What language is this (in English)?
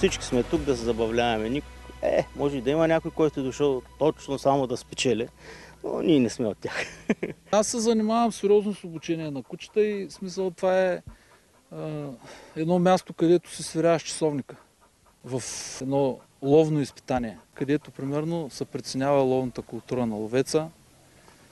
Bulgarian